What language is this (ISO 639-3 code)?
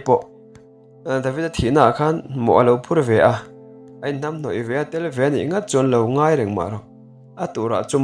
lus